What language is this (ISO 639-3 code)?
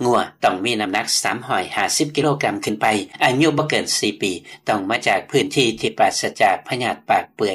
lao